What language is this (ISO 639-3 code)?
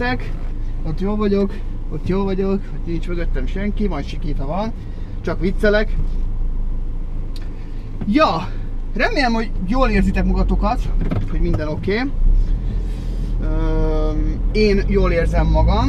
hun